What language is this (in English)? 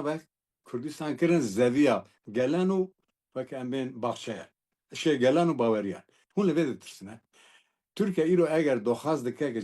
Kurdish